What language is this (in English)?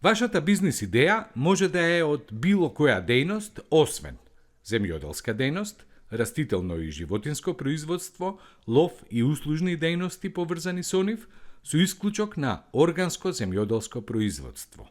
Macedonian